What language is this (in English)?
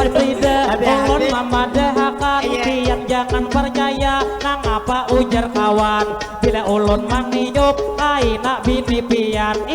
Banjar